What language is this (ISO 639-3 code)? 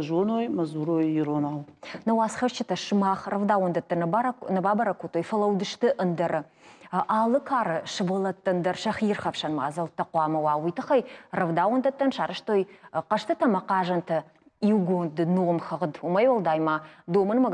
oss